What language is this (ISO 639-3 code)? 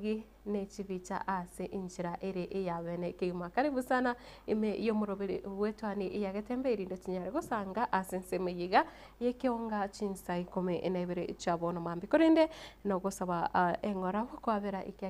guz